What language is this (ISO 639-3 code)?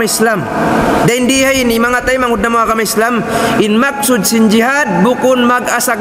tsg